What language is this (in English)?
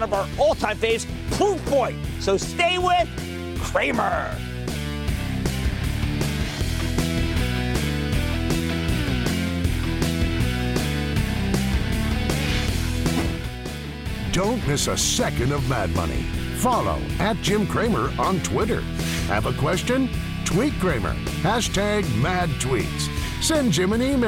English